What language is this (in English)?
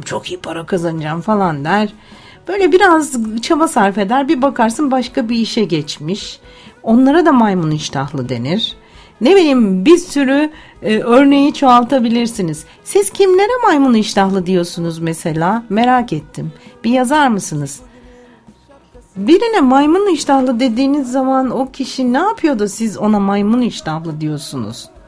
Turkish